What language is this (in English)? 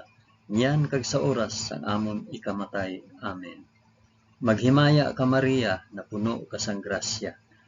Hiligaynon